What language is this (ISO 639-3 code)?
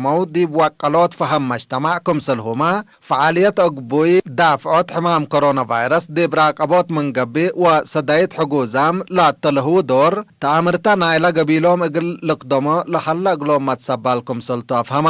tig